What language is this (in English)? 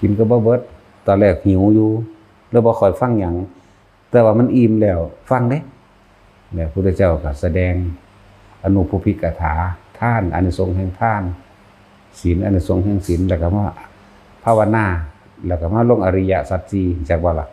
Northeastern Thai